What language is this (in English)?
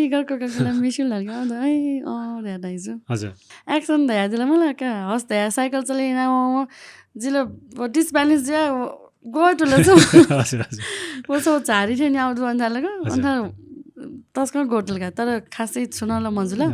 Newari